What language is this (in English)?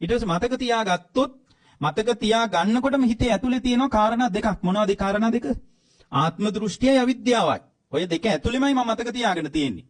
Sinhala